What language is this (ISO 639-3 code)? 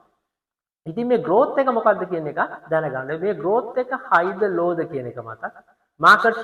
sin